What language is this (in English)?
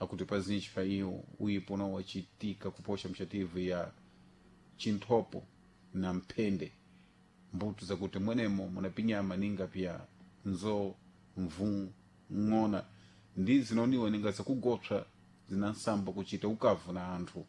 Sena